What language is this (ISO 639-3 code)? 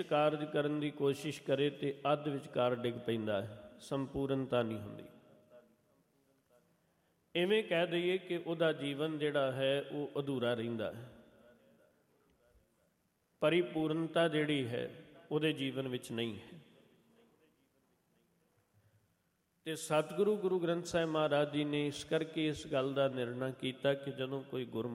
pan